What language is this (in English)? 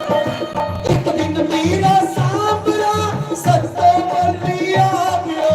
Dogri